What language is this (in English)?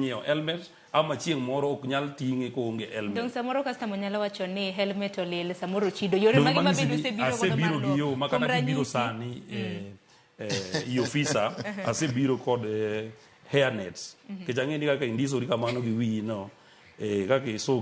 Luo (Kenya and Tanzania)